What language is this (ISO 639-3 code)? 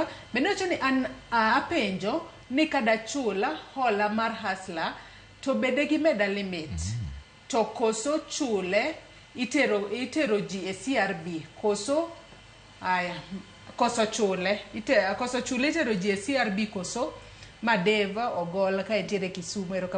luo